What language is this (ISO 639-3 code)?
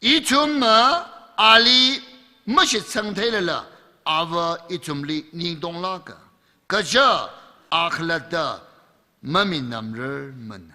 nmf